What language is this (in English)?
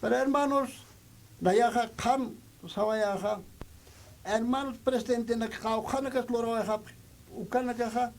Aymara